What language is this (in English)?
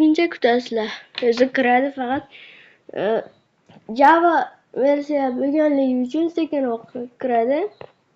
Uzbek